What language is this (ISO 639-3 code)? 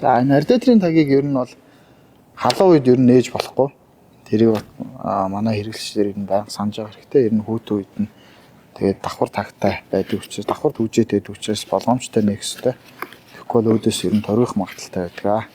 mon